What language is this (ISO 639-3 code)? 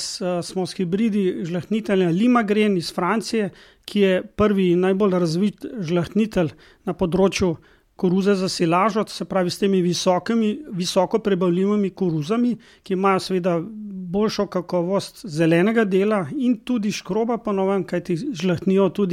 slv